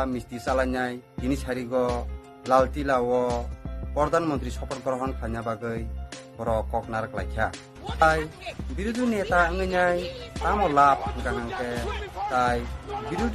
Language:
Kok Borok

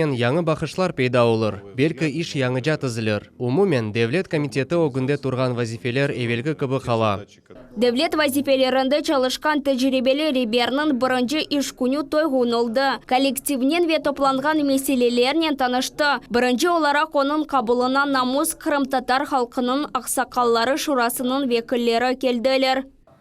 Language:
Crimean Tatar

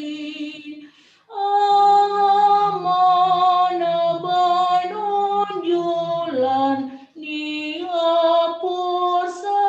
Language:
Batak Simalungun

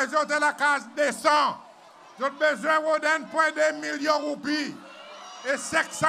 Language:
Seselwa Creole French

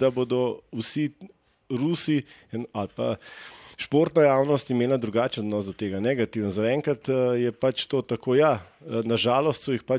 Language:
Slovenian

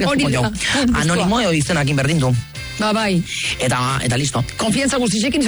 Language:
Basque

